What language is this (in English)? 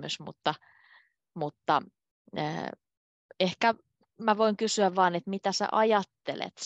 Finnish